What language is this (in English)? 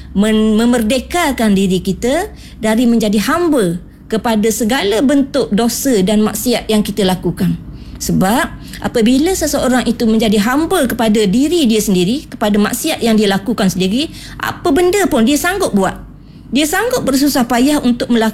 Malay